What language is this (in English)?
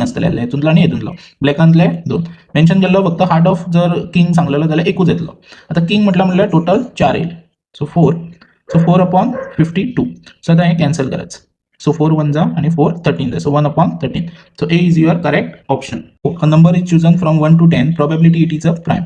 Konkani